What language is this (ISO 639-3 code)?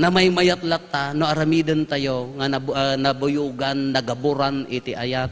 ilo